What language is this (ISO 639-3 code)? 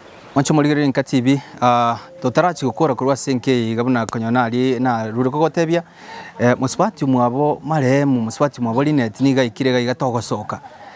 guz